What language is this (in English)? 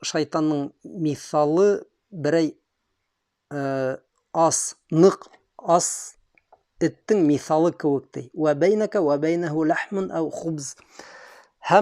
Bashkir